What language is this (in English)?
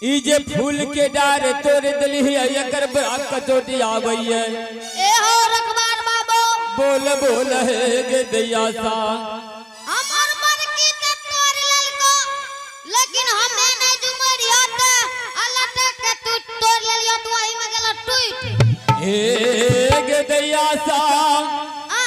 Angika